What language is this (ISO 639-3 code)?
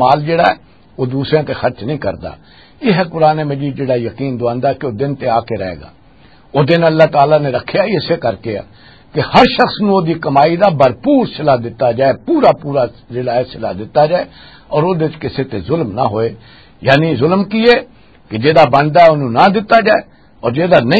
lah